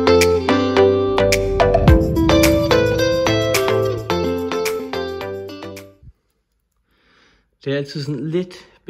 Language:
Danish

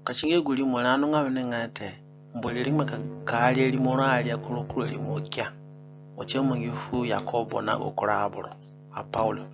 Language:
Zande (individual language)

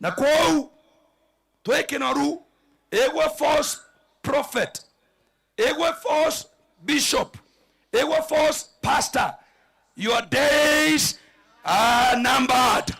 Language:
Meru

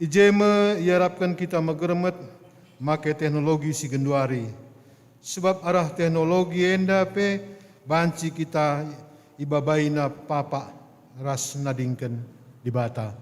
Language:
Batak Karo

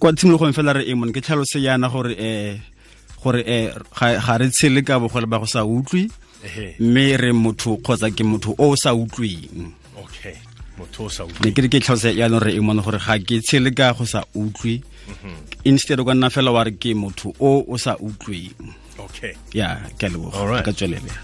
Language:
Tswana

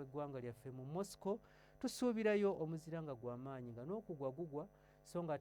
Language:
Ganda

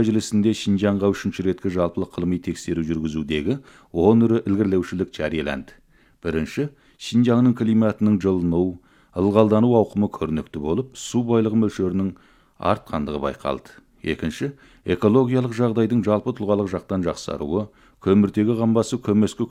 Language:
Kazakh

